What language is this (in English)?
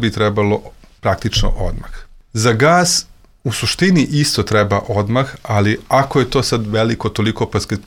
Serbian